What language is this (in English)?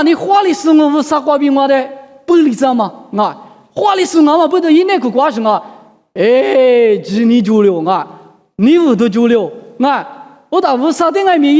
Lisu